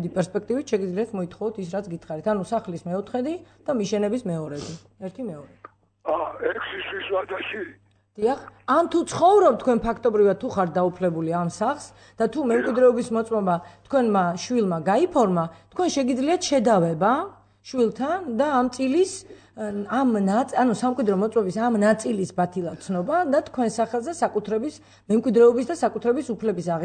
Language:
Georgian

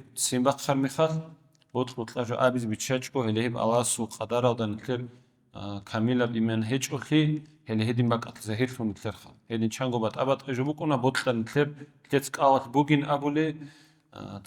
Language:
Avaric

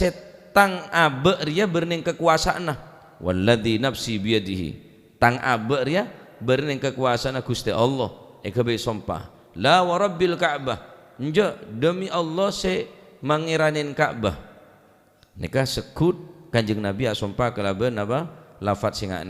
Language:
Madurese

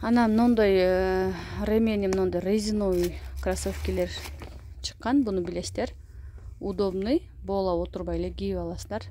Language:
Kyrgyz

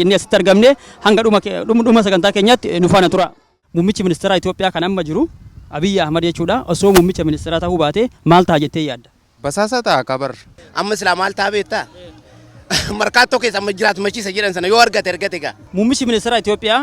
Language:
Oromo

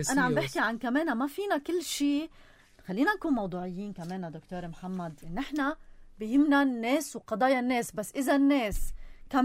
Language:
North Levantine Arabic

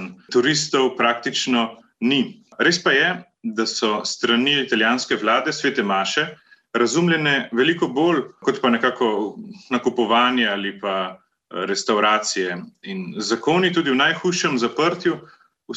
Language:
Slovenian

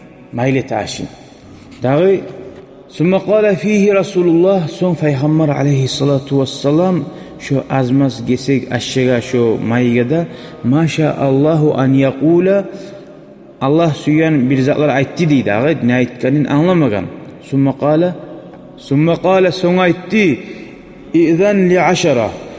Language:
Kumyk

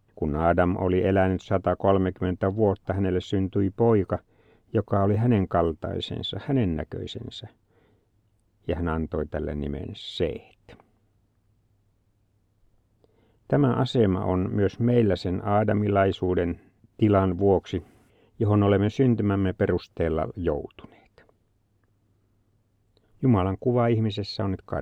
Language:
Finnish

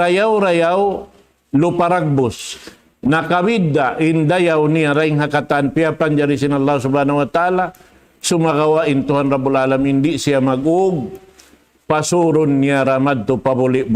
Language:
Tausug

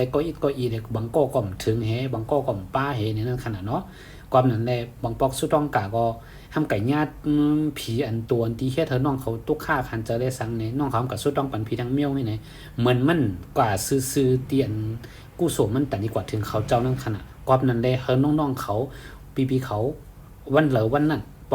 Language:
Shan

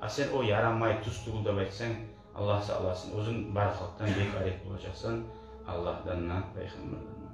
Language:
Kumyk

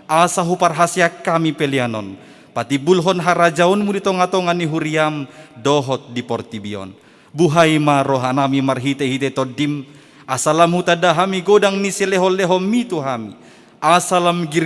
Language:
Batak Toba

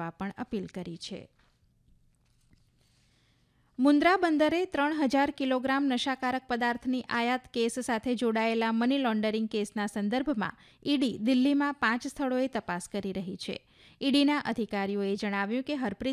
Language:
Gujarati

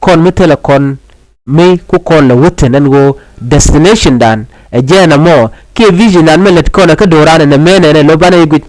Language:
Nuer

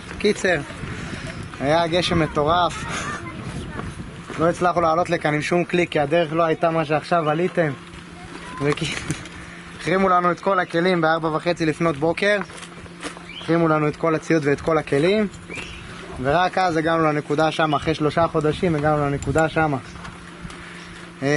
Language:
Hebrew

